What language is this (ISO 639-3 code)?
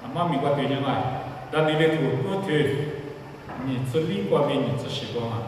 lis